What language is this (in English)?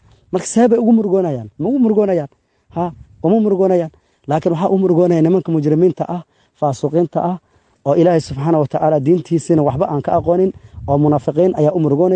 Somali